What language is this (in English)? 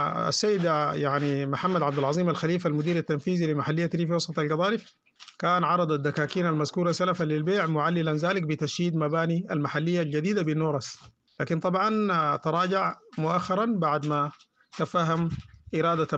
Sudanese Arabic